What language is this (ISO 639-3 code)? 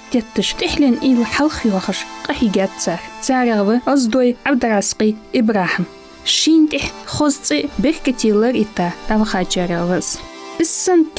inh